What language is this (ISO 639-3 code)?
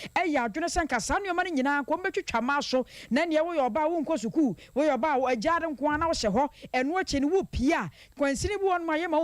aka